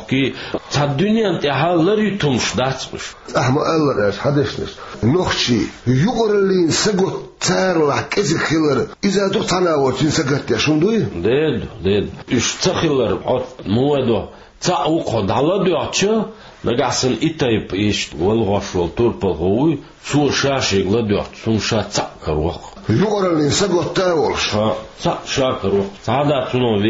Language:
Chechen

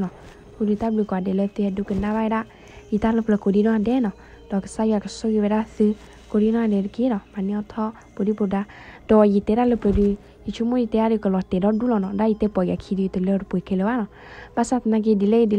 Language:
S'gaw Karen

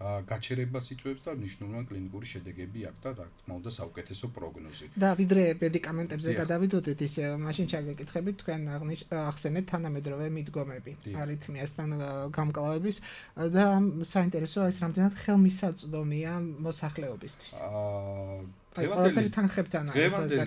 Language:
Georgian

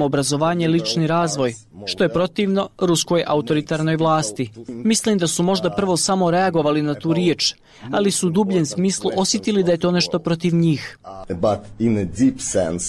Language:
Bosnian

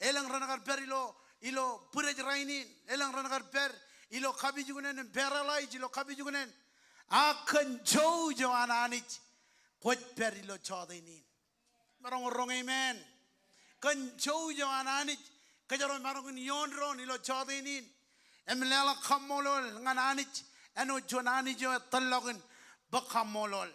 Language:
Marshallese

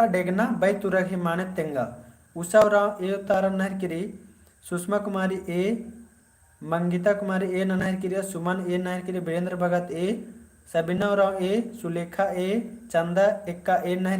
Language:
Kurukh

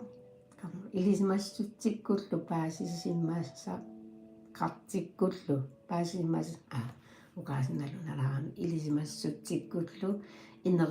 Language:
Kalaallisut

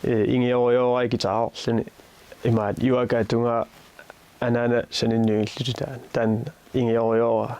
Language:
Kalaallisut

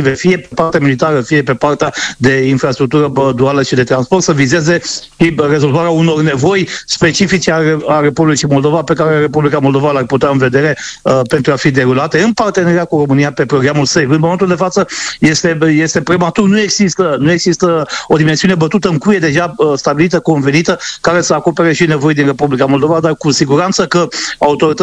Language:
Romanian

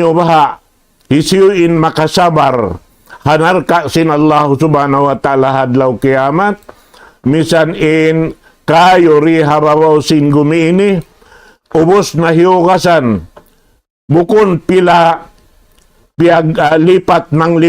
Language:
Tausug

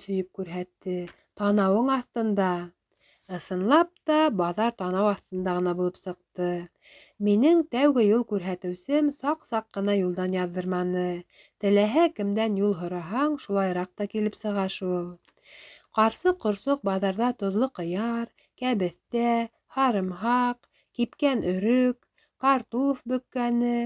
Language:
Bashkir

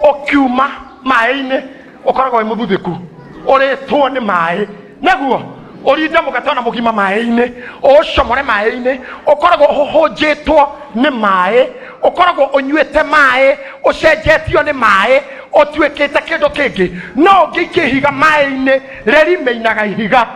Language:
Kikuyu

